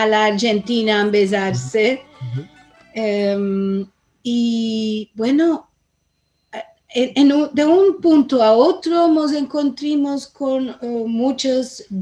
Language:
Ladino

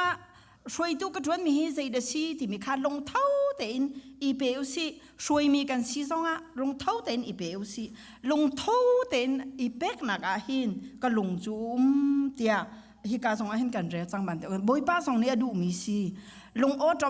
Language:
Hakha Chin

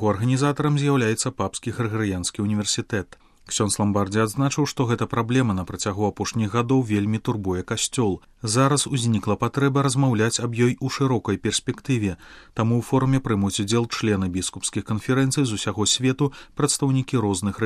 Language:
Belarusian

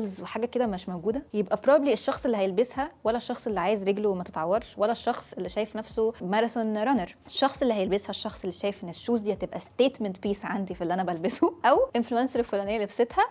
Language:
Egyptian Arabic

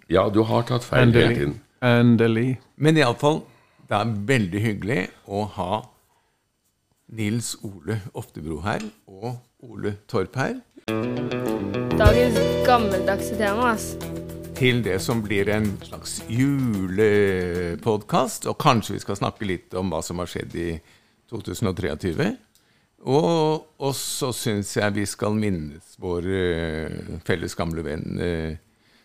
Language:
Norwegian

